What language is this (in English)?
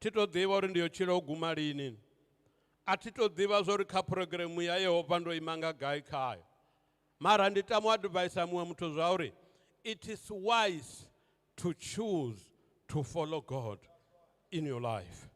Venda